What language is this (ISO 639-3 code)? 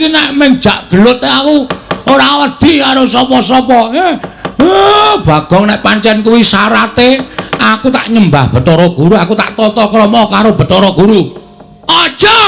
jav